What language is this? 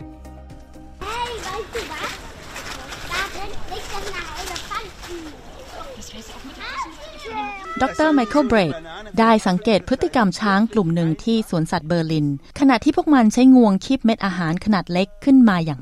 Thai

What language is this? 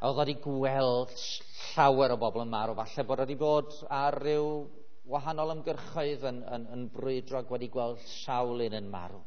Welsh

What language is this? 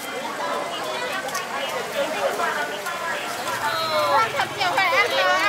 Vietnamese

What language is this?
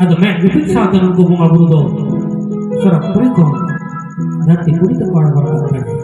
Santali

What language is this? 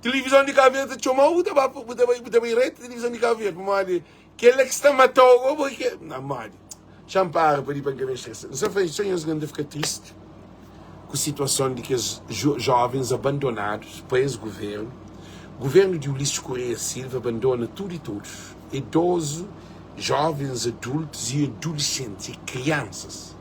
Kabuverdianu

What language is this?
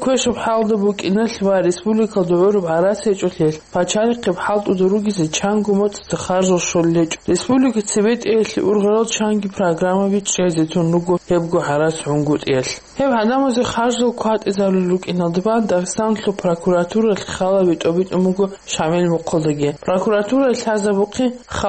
Avaric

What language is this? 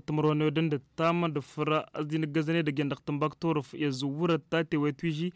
Tamasheq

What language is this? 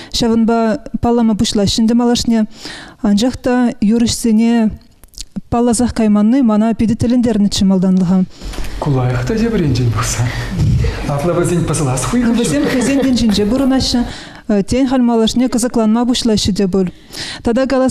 Chuvash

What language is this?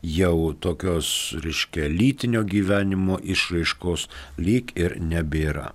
Lithuanian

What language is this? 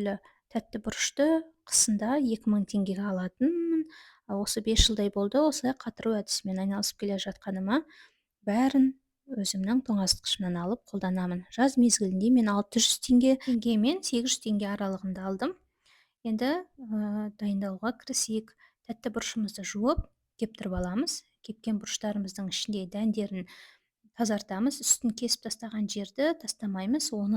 Kazakh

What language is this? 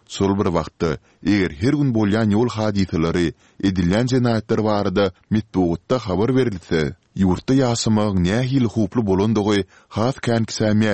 Turkmen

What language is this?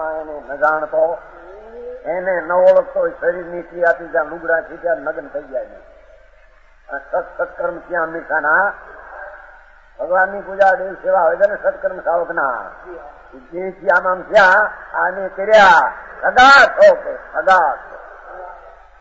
Gujarati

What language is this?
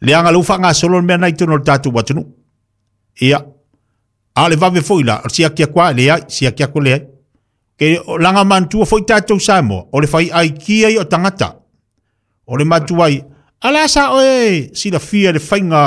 Samoan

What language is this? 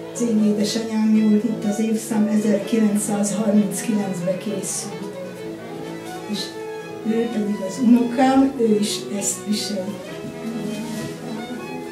Hungarian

